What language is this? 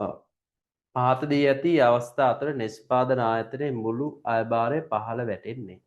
Sinhala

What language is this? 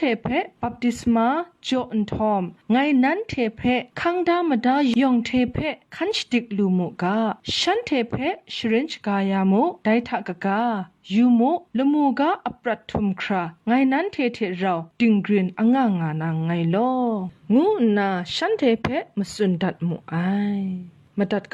Kachin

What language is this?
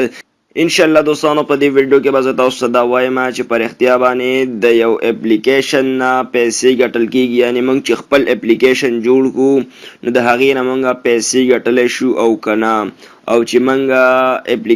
Pashto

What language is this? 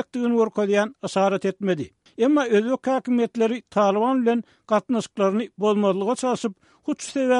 Turkmen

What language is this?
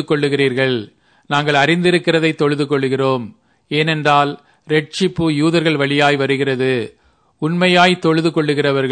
Tamil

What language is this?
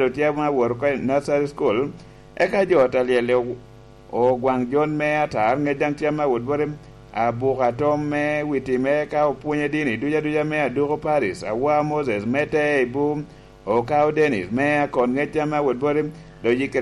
Lango (Uganda)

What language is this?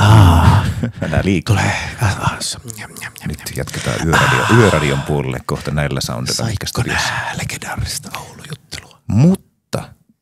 Finnish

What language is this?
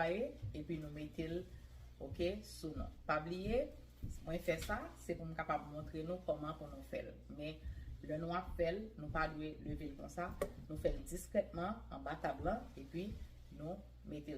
Haitian Creole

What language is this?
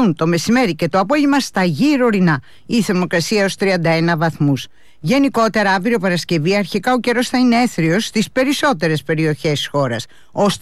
Greek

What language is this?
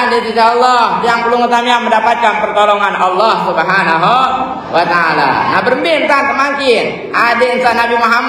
Sasak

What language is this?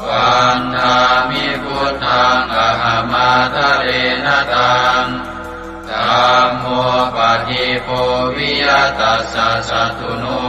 Pali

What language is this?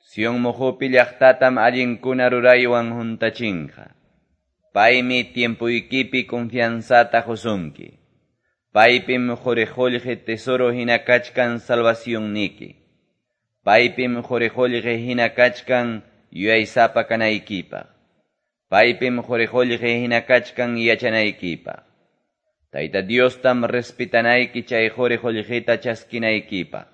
Quechua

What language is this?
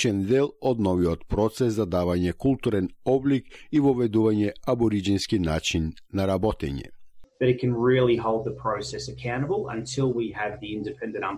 Macedonian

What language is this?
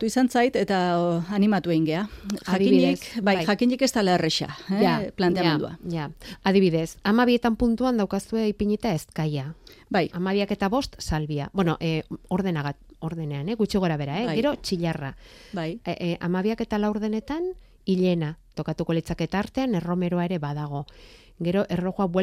Basque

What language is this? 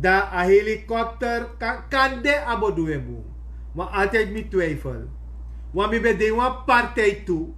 Sranan Tongo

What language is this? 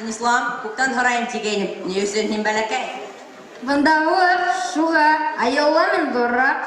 Bashkir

